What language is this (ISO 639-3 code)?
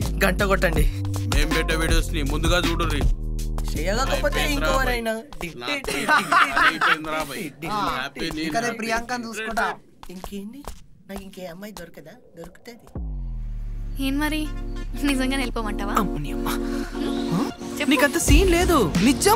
tel